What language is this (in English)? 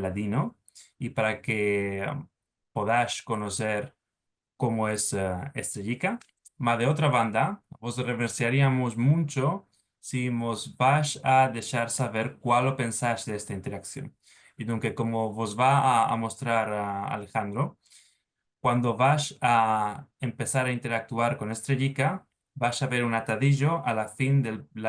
Ladino